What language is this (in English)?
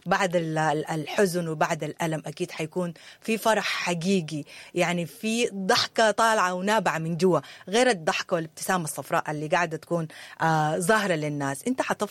Sudanese Arabic